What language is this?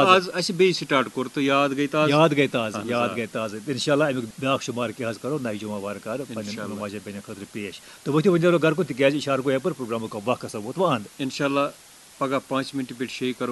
Kashmiri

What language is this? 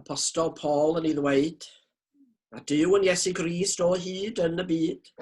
Welsh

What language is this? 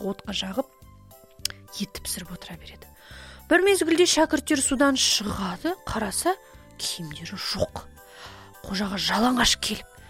Kazakh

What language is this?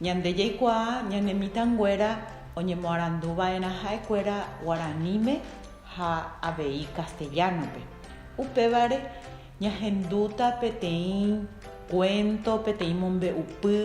Guarani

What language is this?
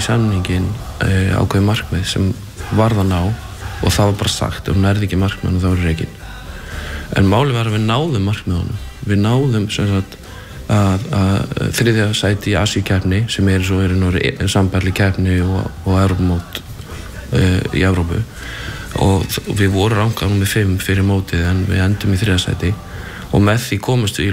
Icelandic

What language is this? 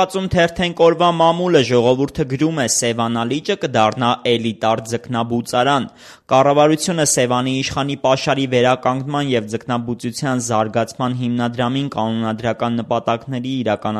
Armenian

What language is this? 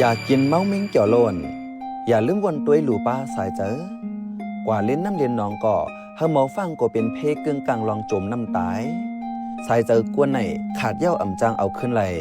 Shan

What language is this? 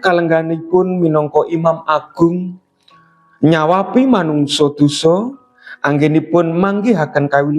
Javanese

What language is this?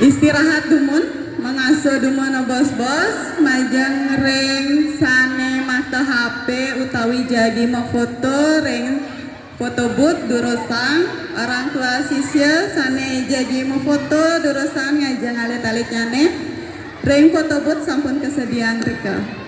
Balinese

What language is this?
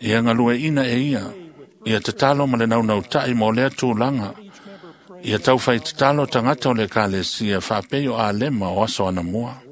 Samoan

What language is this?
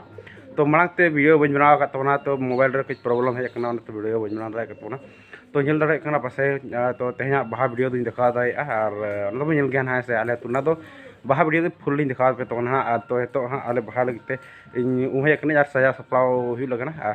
Santali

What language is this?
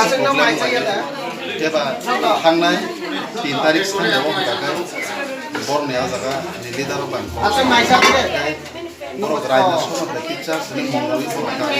Kok Borok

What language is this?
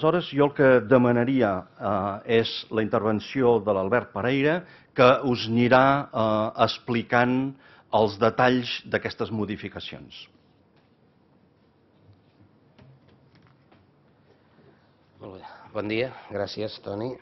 Catalan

